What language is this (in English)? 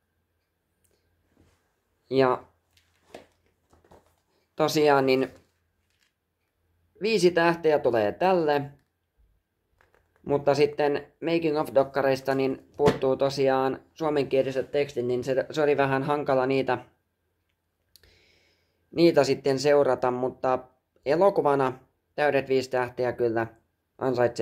Finnish